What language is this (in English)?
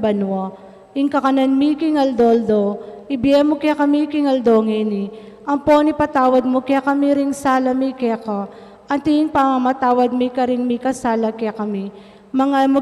Pampanga